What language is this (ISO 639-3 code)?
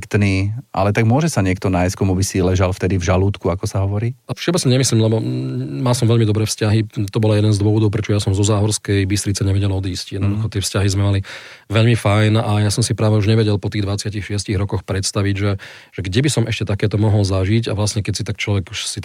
slk